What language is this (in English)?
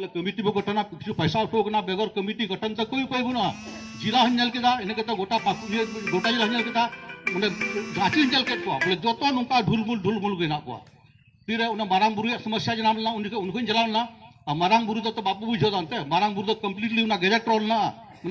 Santali